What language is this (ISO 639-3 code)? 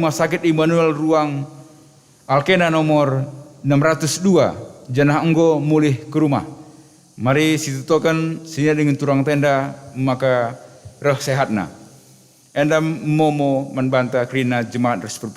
btx